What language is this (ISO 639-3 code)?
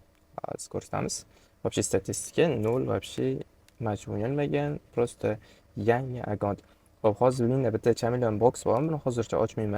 uzb